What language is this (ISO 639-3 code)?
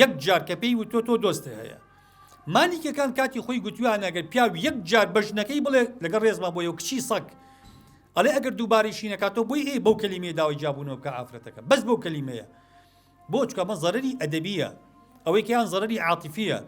ckb